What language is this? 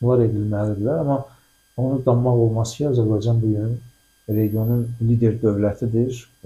Azerbaijani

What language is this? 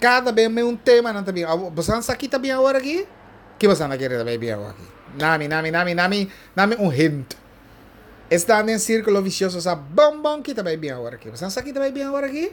Papiamento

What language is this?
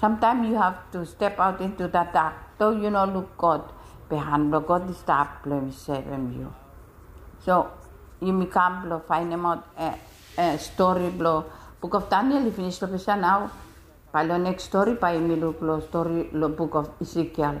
Bislama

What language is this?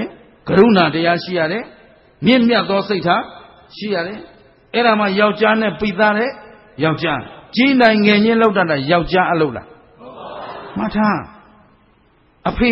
Burmese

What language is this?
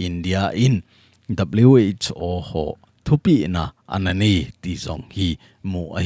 Thado Chin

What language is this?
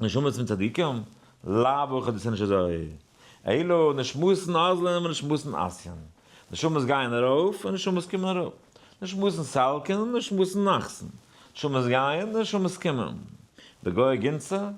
Yiddish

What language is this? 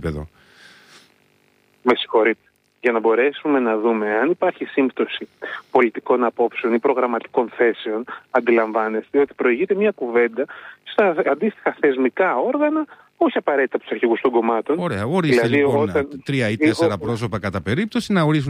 Greek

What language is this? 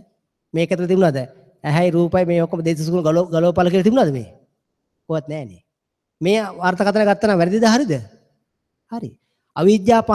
Sinhala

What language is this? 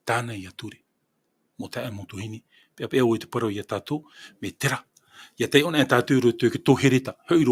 Tahitian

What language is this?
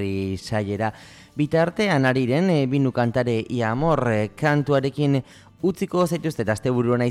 Basque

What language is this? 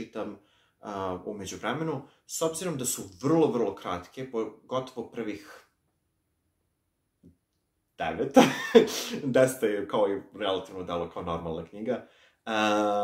Serbian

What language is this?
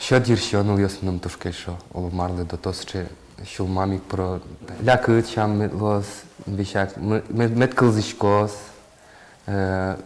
Udmurt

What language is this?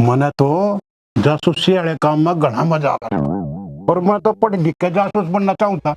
Haryanvi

